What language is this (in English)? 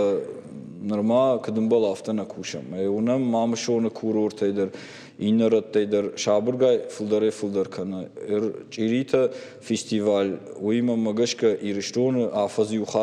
Ossetic